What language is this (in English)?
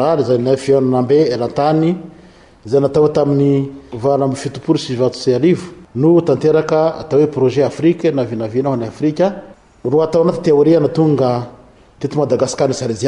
Malagasy